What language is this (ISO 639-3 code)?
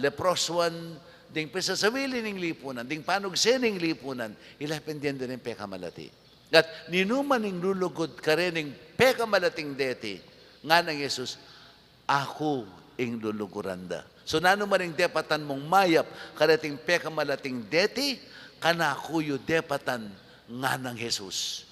pam